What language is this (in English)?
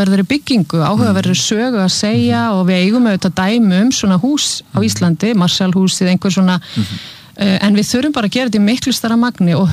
Icelandic